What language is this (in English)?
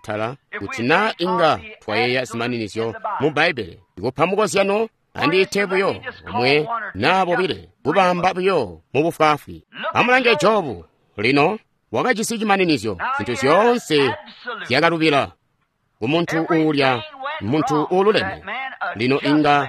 Tonga (Zambia)